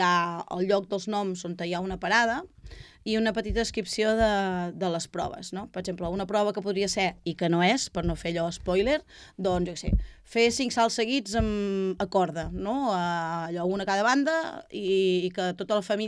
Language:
Catalan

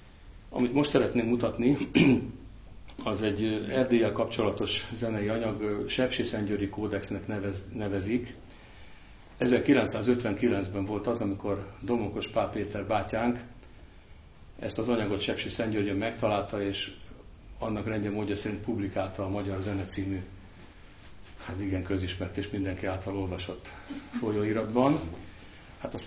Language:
Hungarian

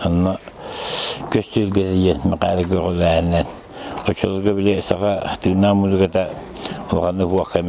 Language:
Yakut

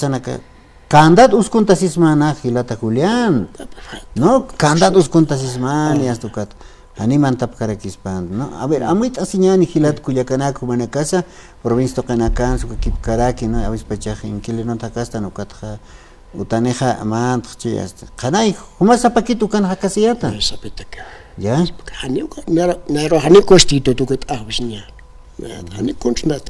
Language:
Aymara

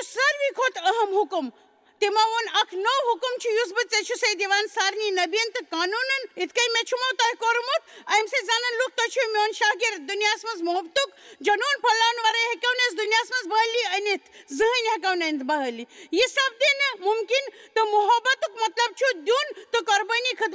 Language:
Kashmiri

